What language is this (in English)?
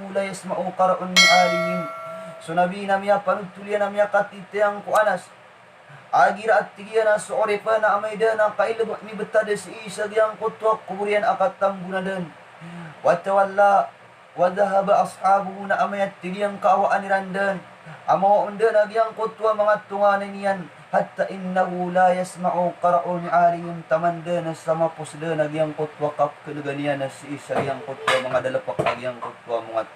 Maranao